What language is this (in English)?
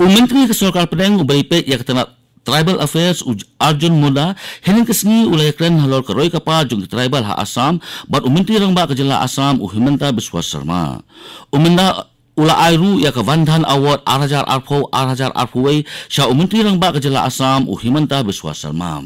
Khasi